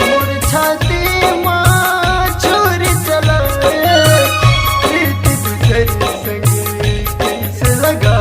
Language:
Chhattisgarhi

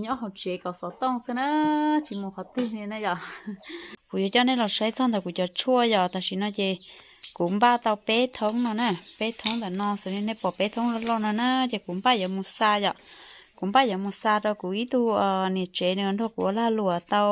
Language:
Hmong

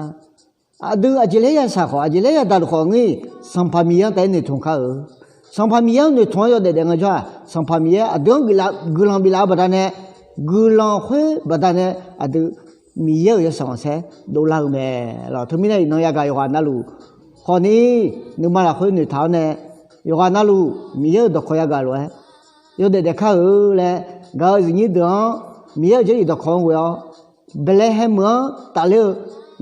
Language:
Akha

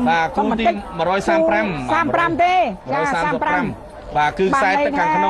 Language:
Khmer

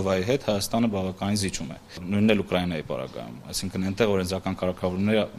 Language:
Armenian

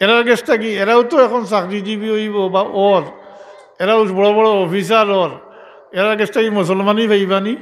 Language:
Sylheti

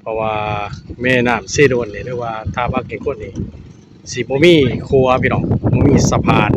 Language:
Lao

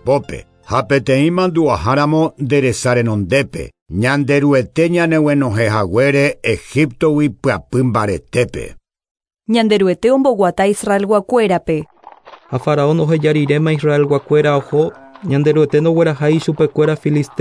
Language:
Guarani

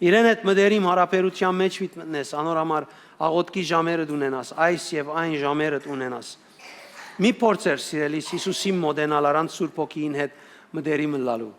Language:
Western Armenian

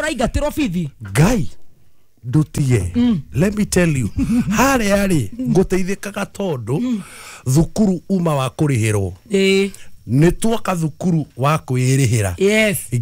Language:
Kikuyu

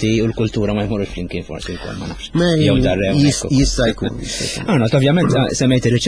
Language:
Maltese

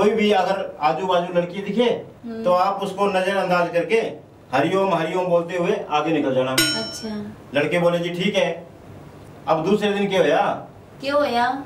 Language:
Haryanvi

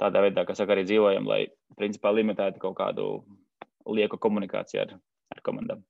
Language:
Latvian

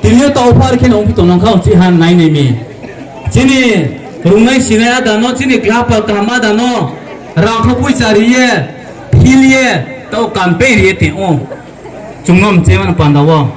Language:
Riang (India)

